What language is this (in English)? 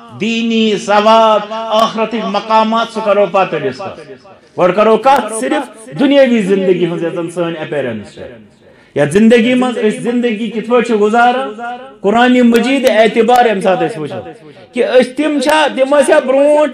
Kashmiri